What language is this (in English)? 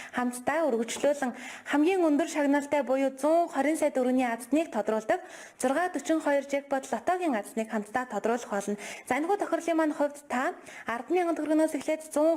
Mongolian